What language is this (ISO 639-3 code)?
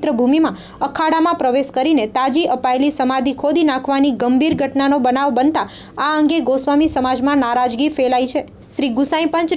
guj